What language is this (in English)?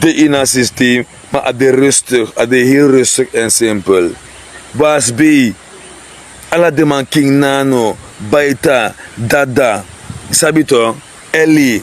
Sranan Tongo